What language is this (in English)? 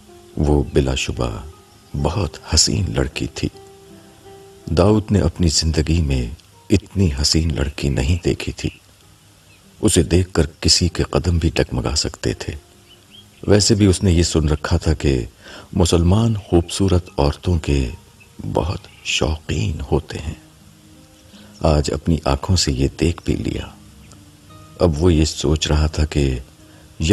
Urdu